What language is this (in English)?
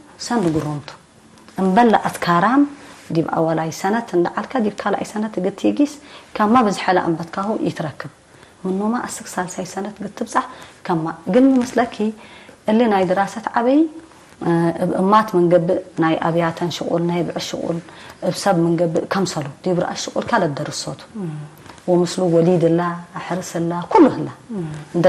Tigre